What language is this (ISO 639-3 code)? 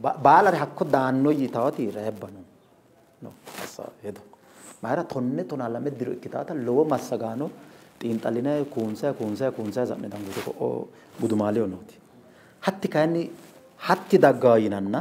sid